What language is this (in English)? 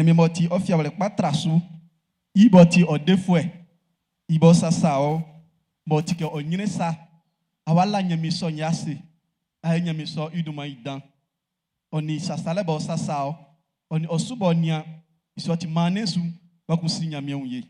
Baoulé